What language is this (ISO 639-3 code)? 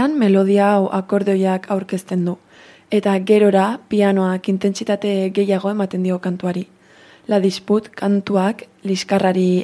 eus